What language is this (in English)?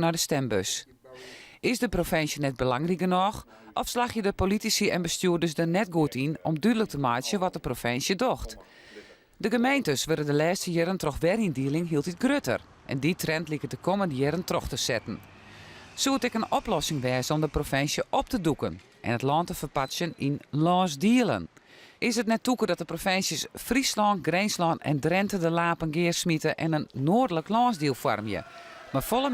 Western Frisian